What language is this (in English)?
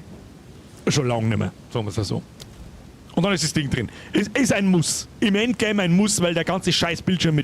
Bavarian